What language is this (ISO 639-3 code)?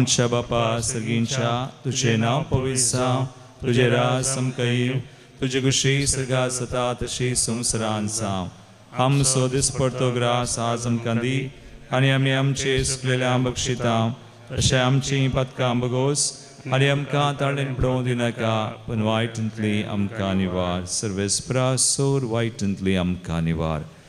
kok